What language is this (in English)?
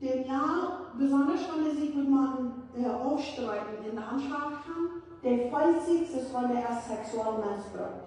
Plautdietsch